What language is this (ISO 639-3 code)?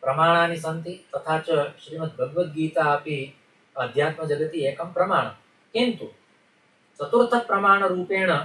san